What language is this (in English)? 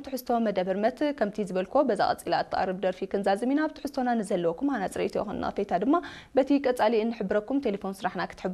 Tigrinya